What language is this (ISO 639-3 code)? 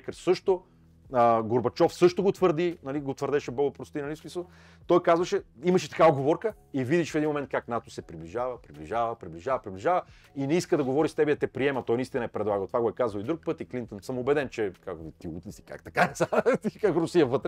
bul